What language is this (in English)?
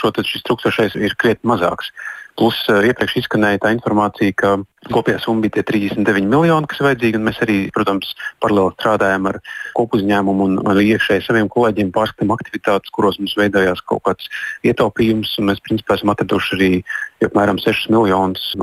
Latvian